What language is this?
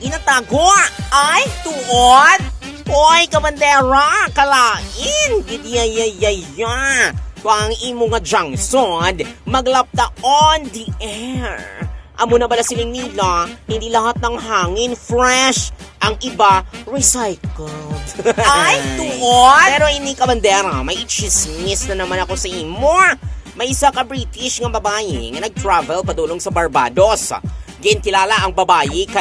Hiligaynon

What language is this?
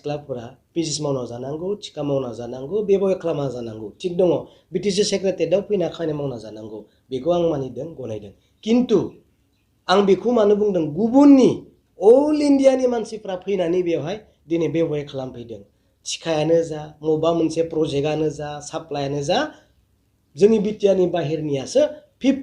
Bodo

